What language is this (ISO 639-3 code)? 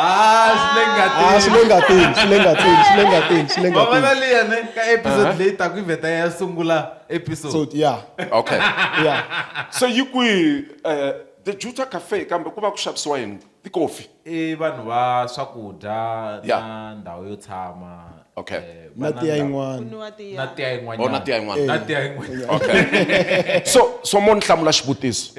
tso